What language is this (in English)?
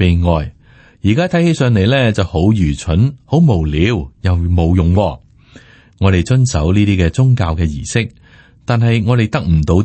Cantonese